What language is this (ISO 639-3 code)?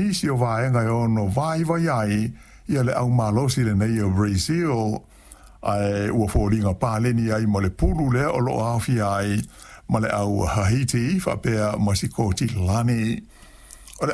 smo